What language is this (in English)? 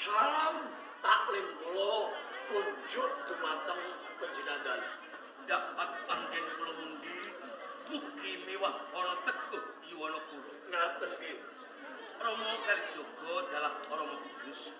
Javanese